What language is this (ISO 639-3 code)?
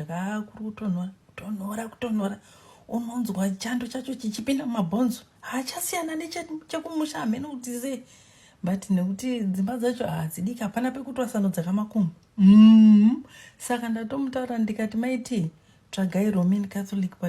sna